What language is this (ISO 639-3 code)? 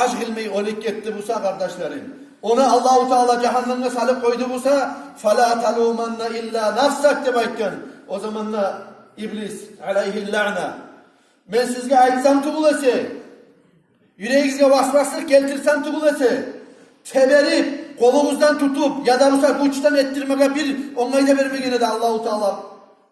kum